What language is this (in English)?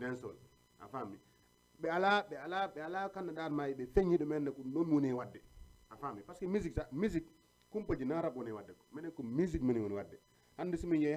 Fula